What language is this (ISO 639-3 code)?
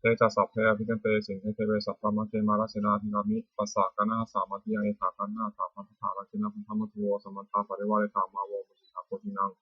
pli